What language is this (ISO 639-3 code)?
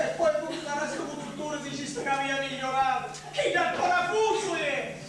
scn